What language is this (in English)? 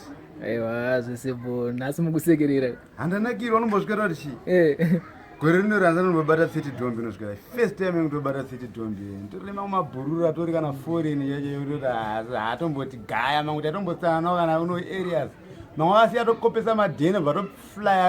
Shona